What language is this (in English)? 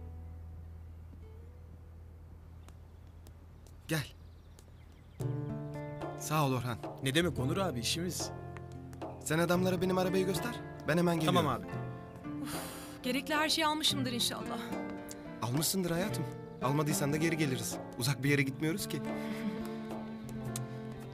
Turkish